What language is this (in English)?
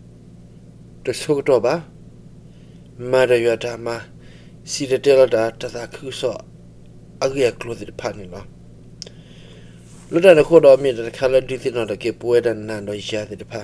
S'gaw Karen